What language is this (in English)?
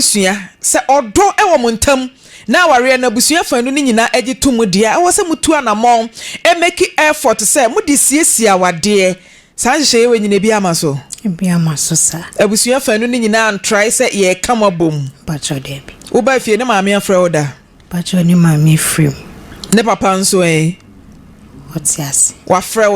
Akan